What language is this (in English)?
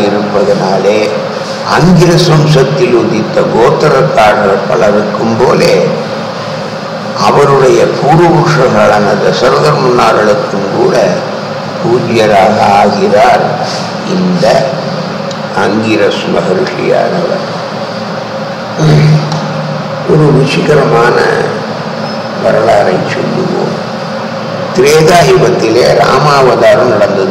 Tamil